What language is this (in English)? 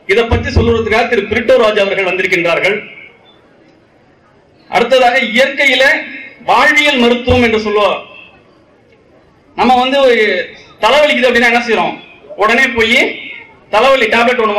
Tamil